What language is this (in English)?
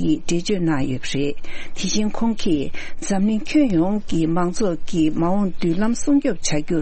Tibetan